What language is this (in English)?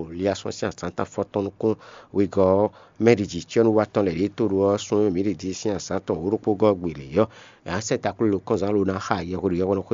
Fon